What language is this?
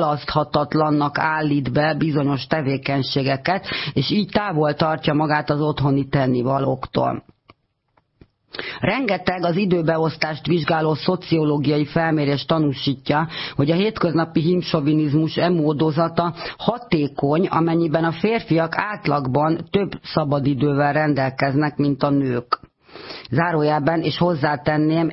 Hungarian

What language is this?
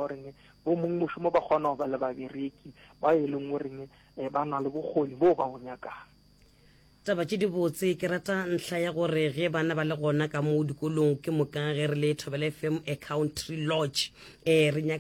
Northern Sotho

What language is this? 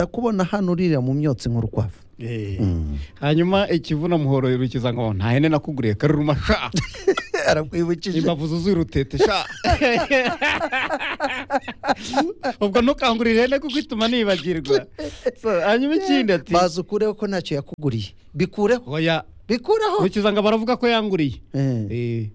Kinyarwanda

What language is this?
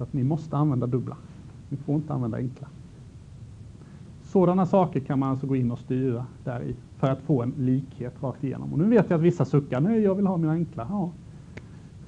Swedish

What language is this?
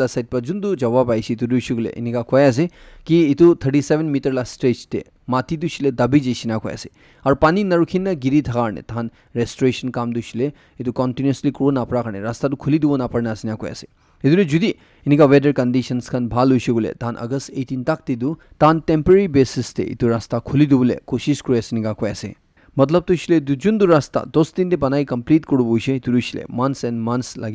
Naga Pidgin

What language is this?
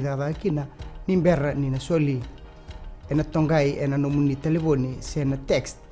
Fijian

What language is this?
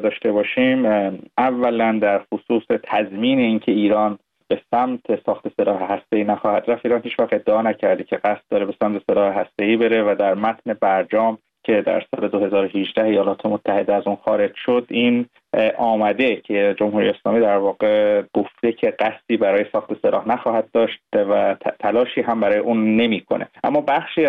Persian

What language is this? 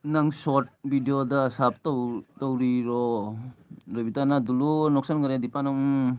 Manipuri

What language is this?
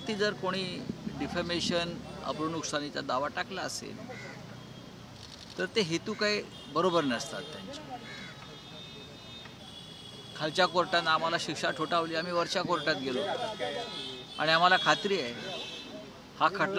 Marathi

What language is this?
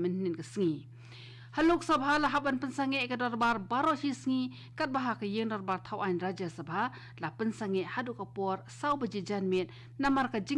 Khasi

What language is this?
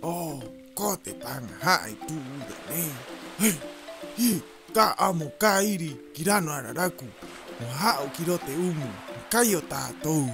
Rapanui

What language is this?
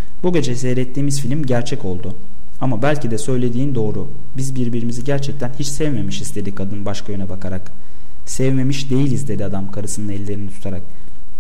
Turkish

